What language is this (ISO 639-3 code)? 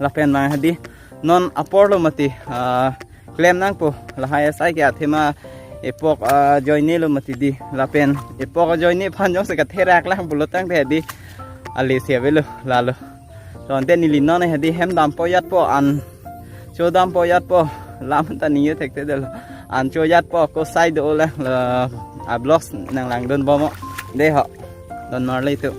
mjw